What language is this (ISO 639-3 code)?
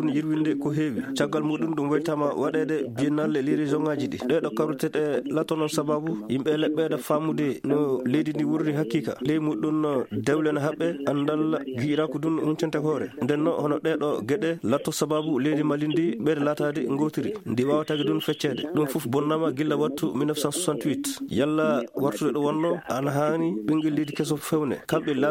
ful